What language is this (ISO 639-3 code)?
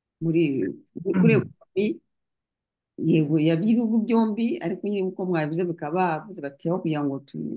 kin